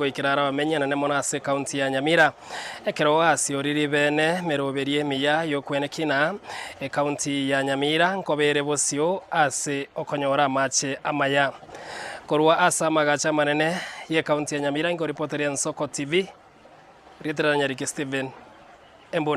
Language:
Gusii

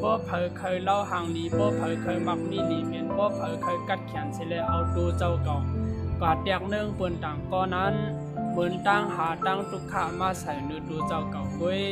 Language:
Shan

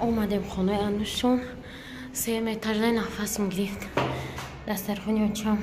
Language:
Tajik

